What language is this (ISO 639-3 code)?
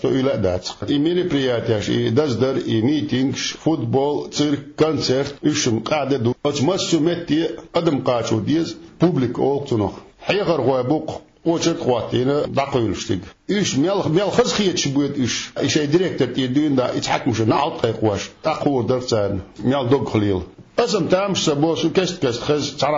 che